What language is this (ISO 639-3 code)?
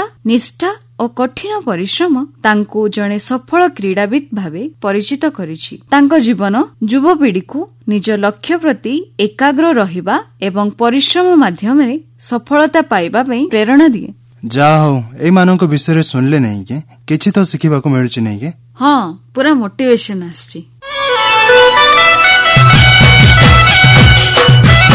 ori